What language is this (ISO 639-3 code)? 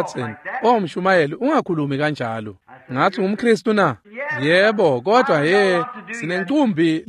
ssw